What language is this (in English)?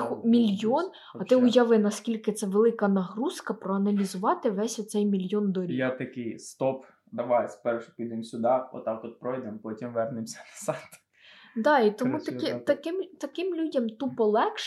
Ukrainian